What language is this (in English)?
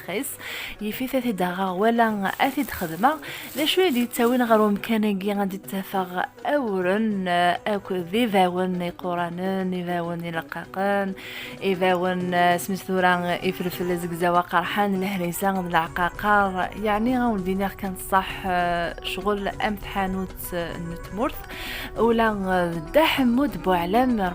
Kabyle